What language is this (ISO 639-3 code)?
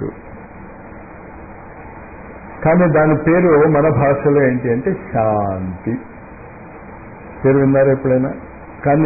tel